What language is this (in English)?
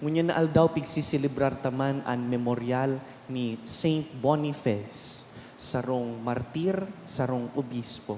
Bikol